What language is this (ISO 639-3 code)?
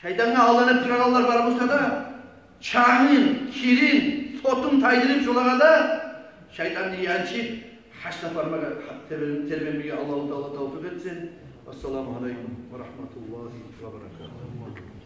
kum